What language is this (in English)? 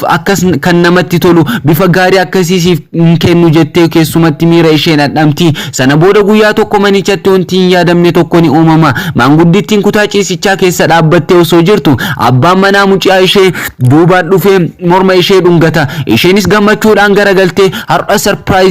Oromo